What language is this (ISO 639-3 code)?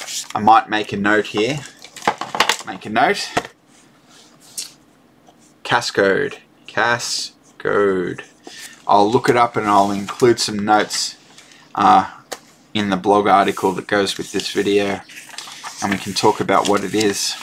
eng